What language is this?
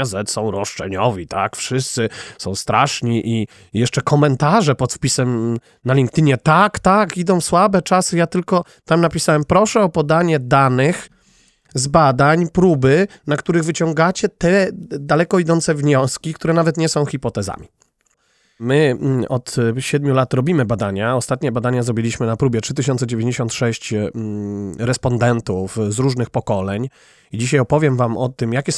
Polish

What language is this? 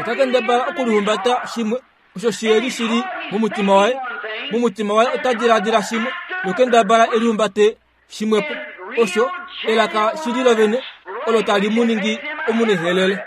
Kuanyama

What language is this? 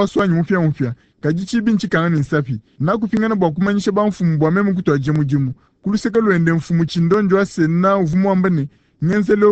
Luba-Lulua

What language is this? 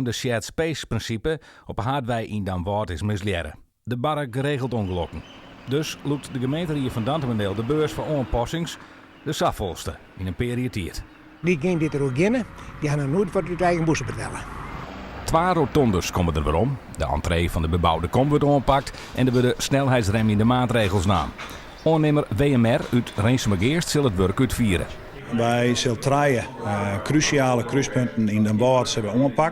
Western Frisian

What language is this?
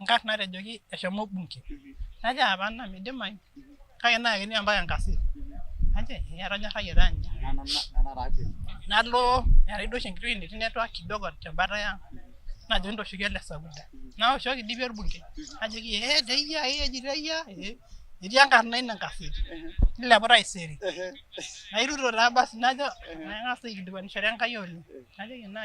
Masai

